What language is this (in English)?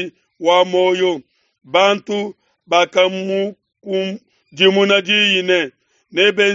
Luba-Lulua